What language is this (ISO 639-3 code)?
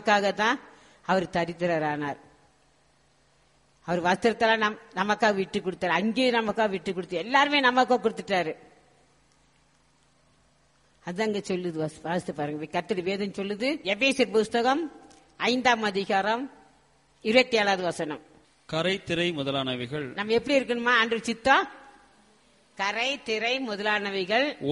tam